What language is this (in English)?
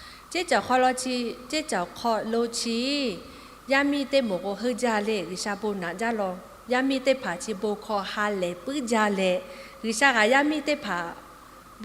Lahu